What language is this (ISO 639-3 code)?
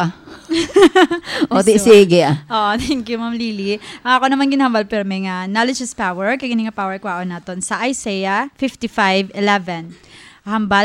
hil